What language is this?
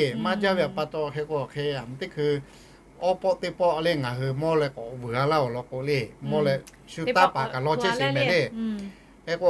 Lahu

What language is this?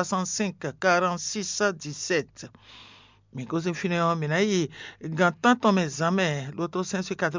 Fon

